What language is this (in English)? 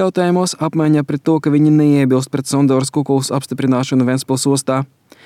Latvian